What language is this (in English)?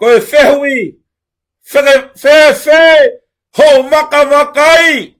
Tongan